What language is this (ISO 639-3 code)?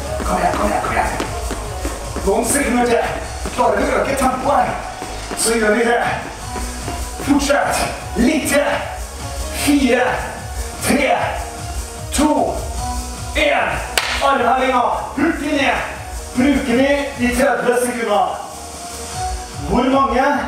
nor